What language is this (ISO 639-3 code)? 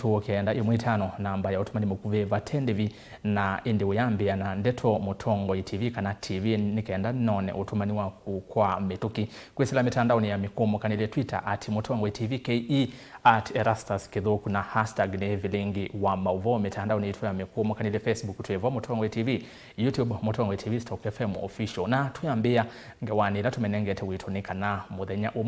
kam